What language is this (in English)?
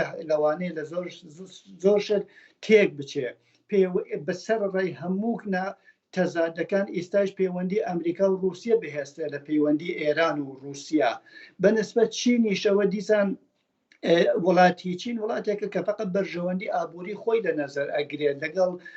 Central Kurdish